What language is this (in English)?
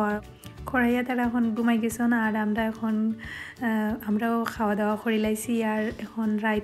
Sylheti